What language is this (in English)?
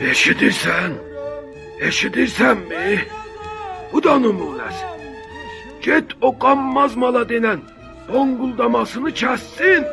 South Azerbaijani